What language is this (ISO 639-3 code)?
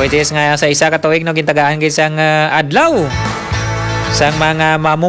hil